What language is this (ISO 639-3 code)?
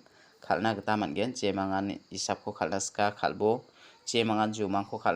grt